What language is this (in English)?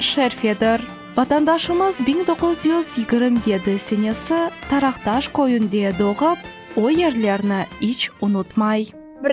Crimean Tatar